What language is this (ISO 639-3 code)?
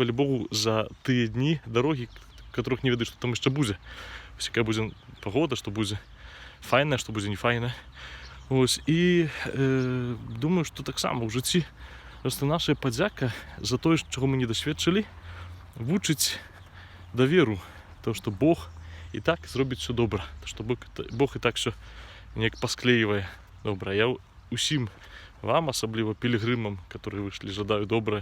bel